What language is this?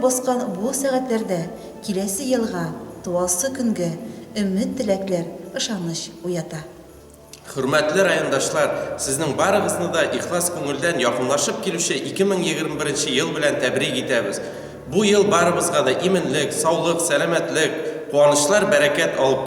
Tatar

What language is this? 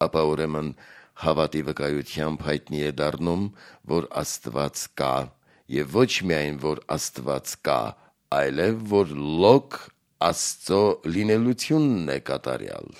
Armenian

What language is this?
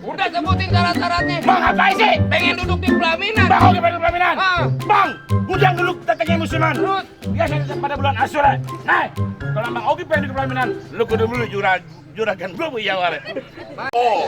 Betawi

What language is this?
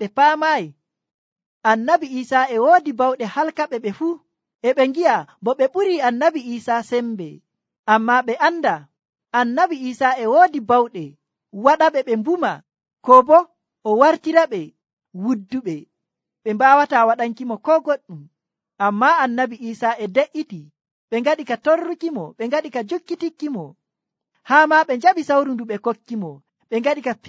Nigerian Fulfulde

